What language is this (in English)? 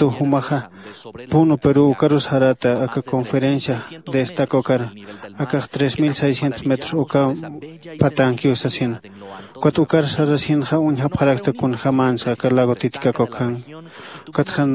Aymara